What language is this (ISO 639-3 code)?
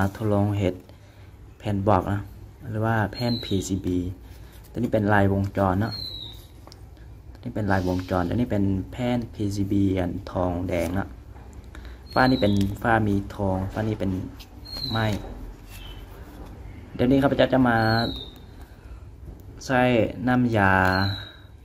tha